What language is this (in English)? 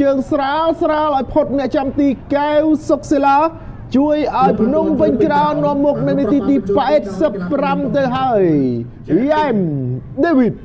Khmer